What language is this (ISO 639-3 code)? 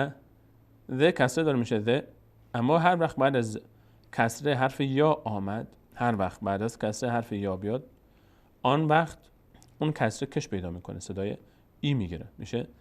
fas